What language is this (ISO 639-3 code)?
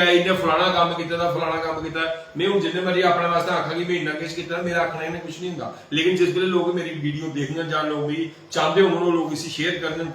doi